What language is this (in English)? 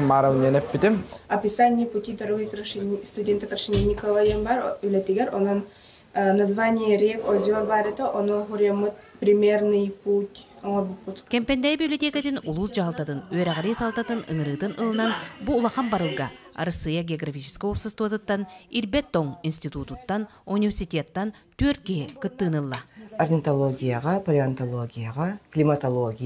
Yakut